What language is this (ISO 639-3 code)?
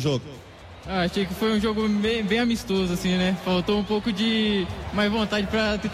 por